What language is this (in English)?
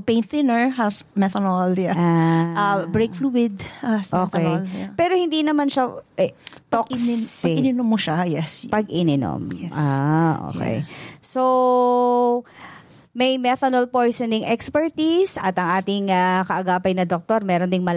Filipino